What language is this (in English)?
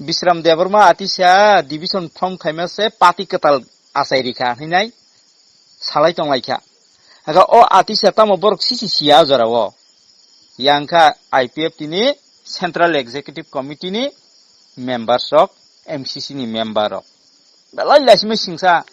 Kok Borok